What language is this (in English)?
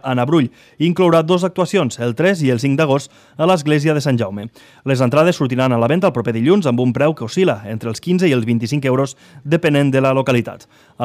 Catalan